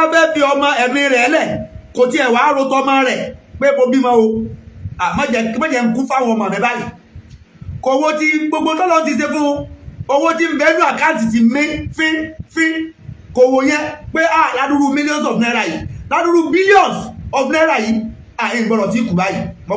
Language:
Yoruba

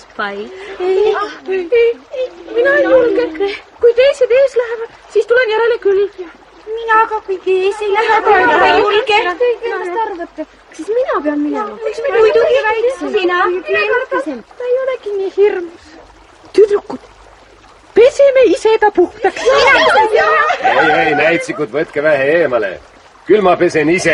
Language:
Estonian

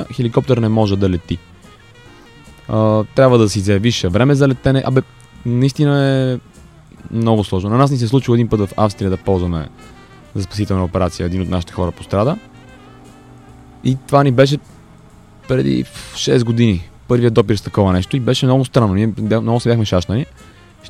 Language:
Bulgarian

